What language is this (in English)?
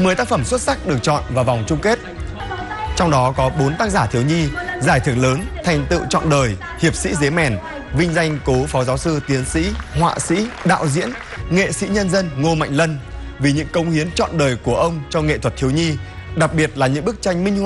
Vietnamese